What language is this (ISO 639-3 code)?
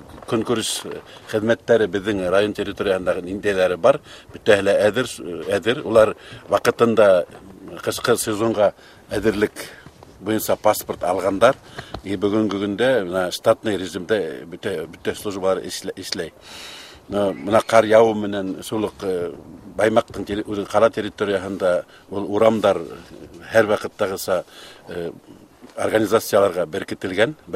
bak